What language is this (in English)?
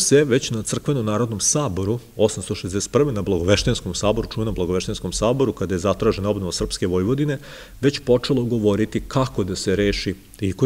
Serbian